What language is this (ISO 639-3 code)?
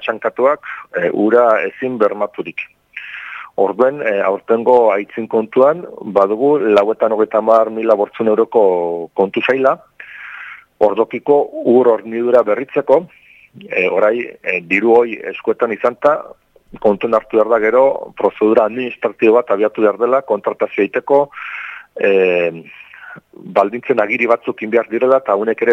eus